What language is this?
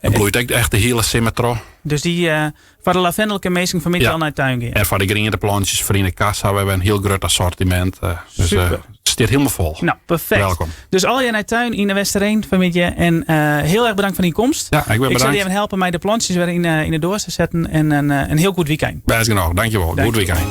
Western Frisian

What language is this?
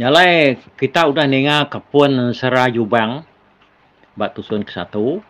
Iban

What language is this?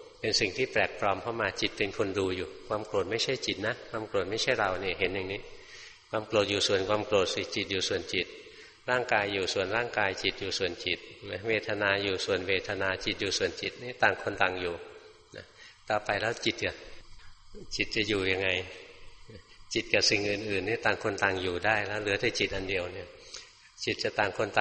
Thai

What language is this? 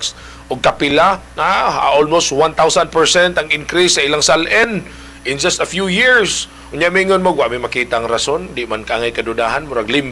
Cebuano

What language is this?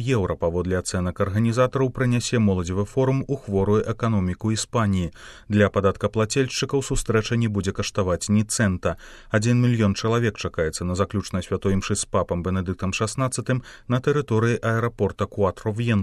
Belarusian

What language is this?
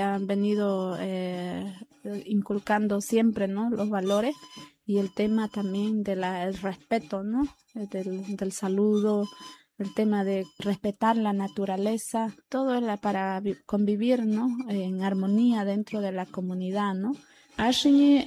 Spanish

